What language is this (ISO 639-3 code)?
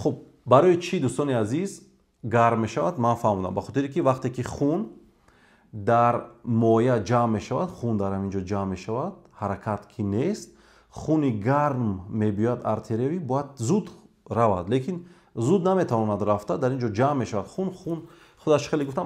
tgk